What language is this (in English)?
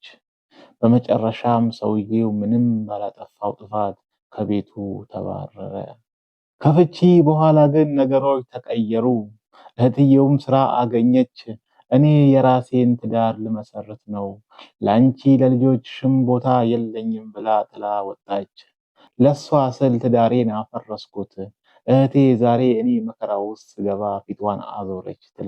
Amharic